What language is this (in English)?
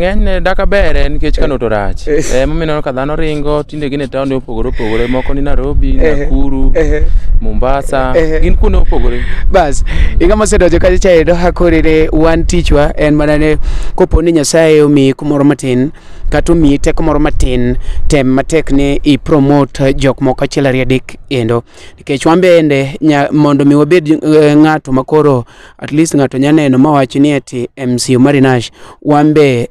Luo (Kenya and Tanzania)